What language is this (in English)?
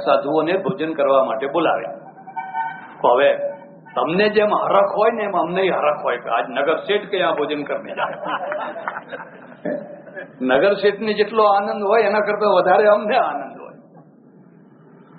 Gujarati